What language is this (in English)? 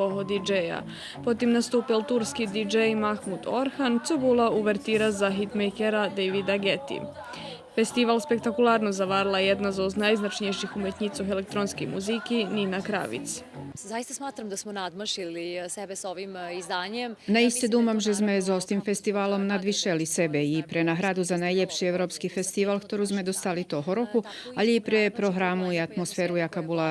Rusyn